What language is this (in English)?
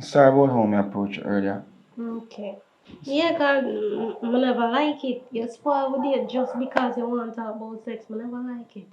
Jamaican Creole English